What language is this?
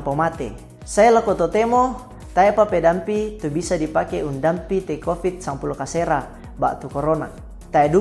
Toraja-Sa'dan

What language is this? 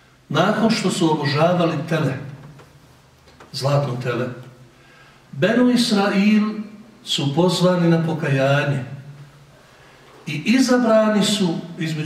Bosnian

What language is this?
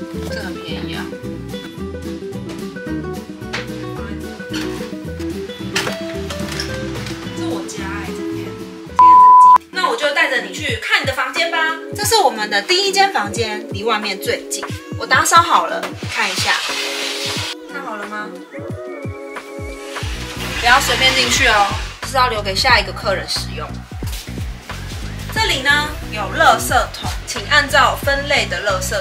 Chinese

